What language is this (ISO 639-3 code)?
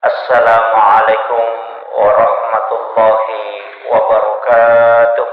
bug